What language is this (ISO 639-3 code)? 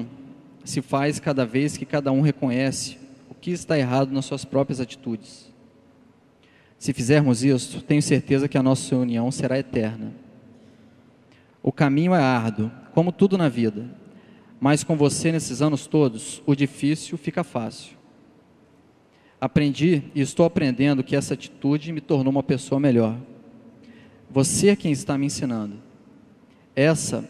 por